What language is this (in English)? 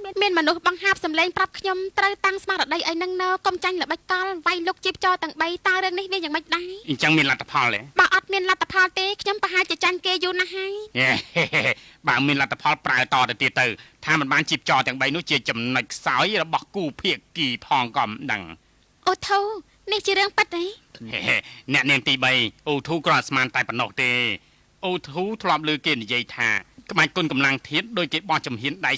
Khmer